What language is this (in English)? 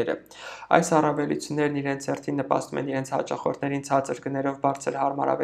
Armenian